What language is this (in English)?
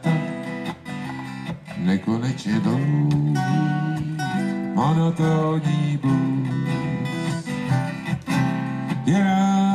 Czech